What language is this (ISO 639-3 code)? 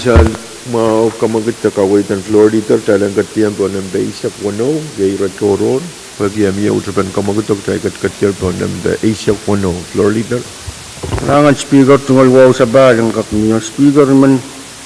pon